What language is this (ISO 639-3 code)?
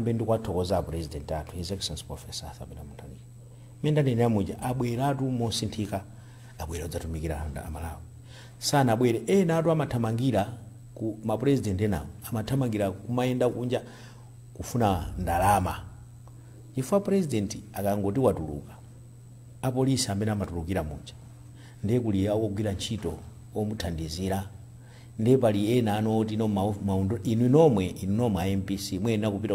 nya